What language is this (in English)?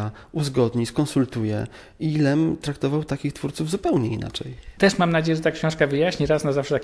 Polish